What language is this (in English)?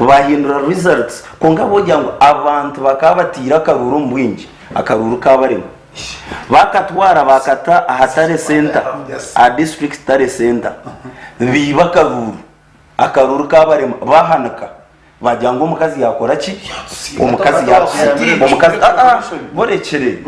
Nyankole